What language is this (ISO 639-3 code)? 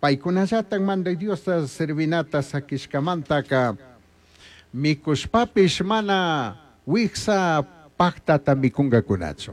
qug